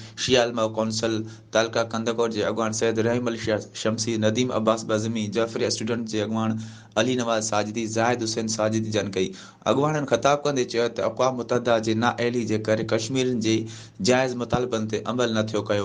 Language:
Sindhi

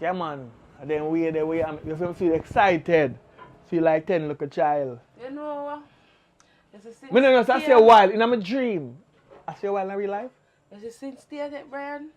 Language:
Jamaican Creole English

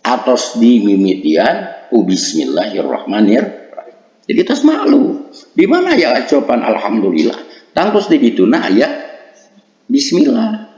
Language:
Sundanese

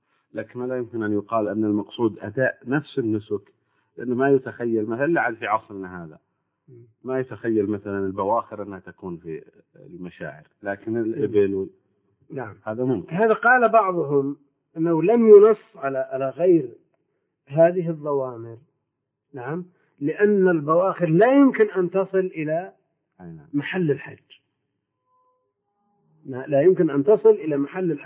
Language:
Arabic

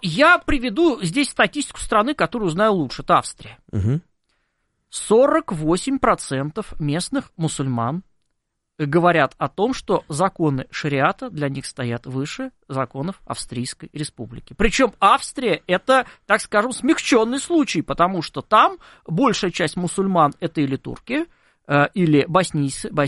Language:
Russian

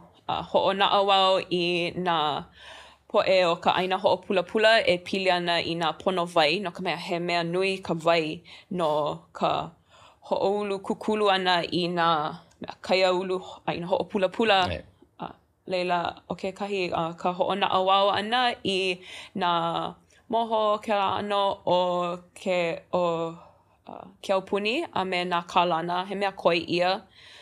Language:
Hawaiian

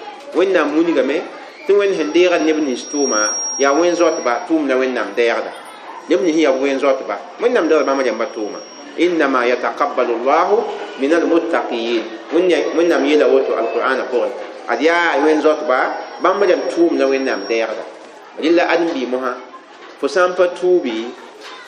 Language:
Mossi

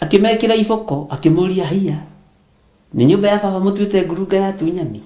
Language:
Kikuyu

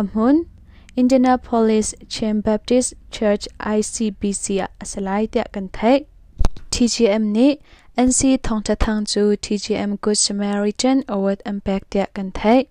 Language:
Hakha Chin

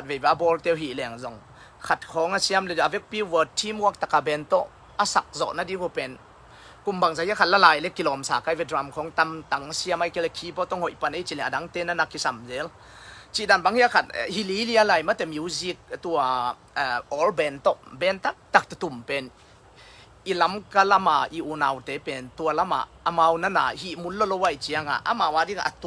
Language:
Tedim Chin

